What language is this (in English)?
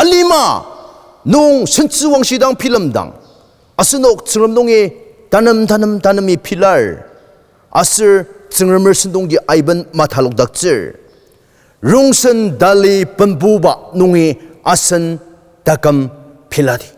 Ao Naga